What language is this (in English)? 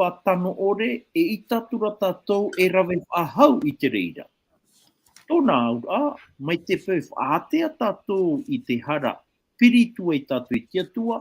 Tahitian